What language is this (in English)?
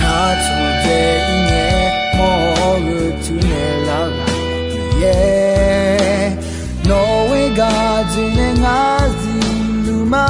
Akha